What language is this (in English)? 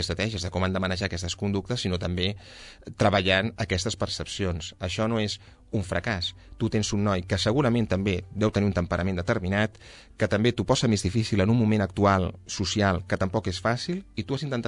Catalan